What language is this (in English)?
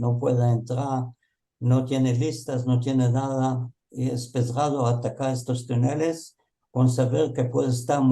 Ladino